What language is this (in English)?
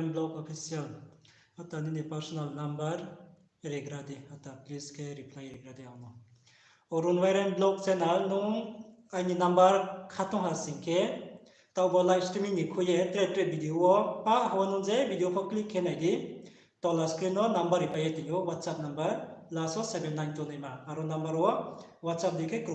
Riang (India)